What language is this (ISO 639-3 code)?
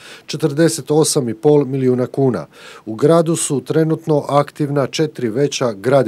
hrv